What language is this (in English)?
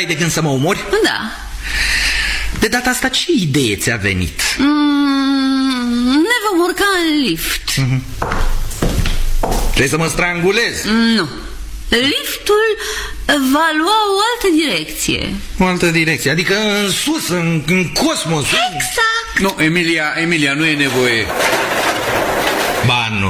Romanian